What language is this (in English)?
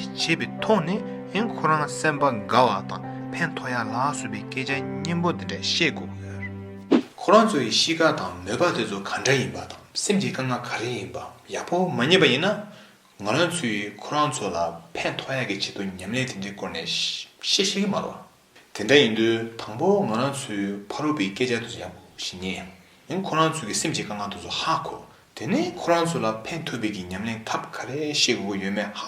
Tibetan